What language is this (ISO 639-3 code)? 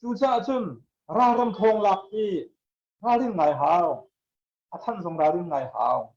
cnh